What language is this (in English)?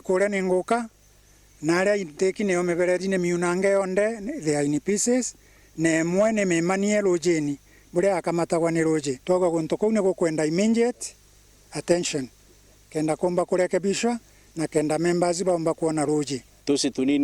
Meru